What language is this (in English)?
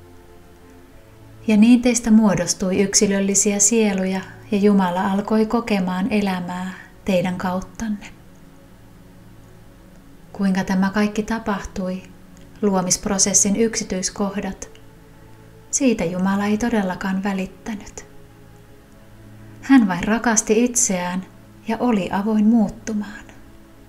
Finnish